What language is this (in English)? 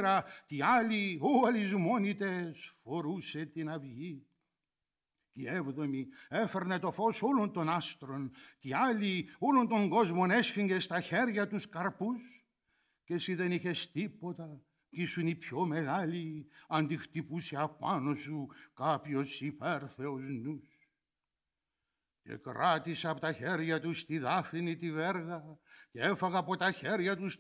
Greek